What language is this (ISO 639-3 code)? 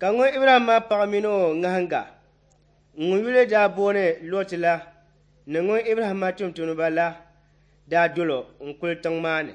dag